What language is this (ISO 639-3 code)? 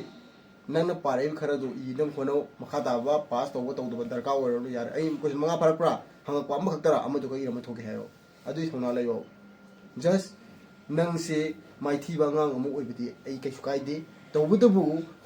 mni